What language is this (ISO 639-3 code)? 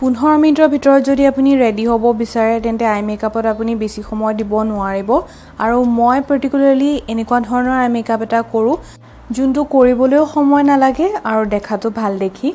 asm